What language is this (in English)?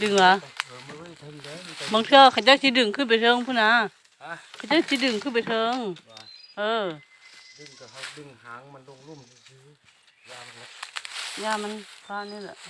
Lao